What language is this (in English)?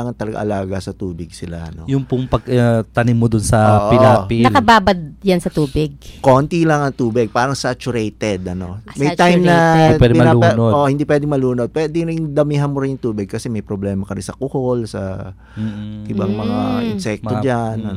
Filipino